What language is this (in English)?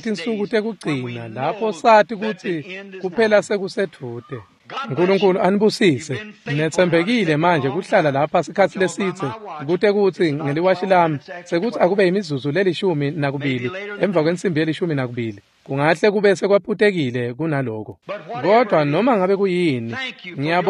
Swati